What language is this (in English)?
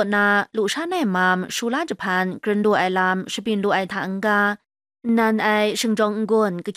Kachin